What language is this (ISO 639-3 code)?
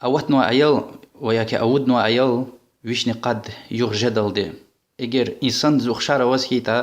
lez